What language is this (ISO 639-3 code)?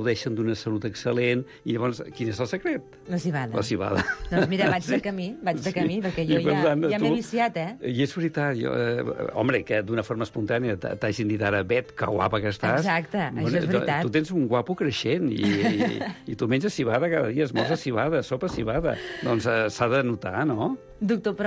cat